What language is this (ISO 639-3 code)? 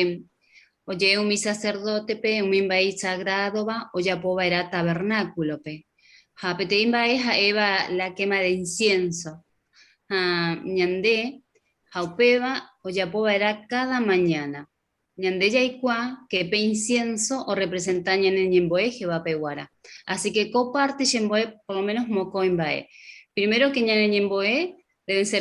grn